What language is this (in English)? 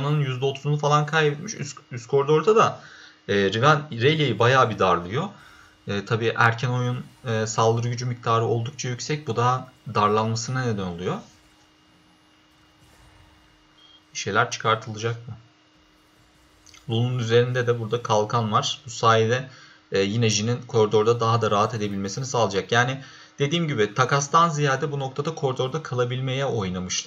Turkish